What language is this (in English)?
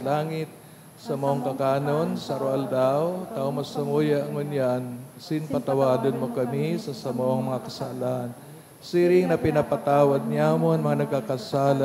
Bikol